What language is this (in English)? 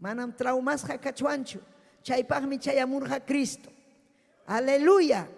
Ayacucho Quechua